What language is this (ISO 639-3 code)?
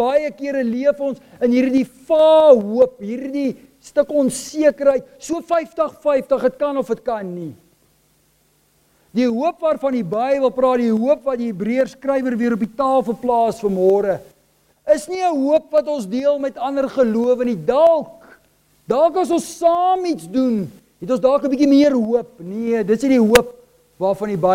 afr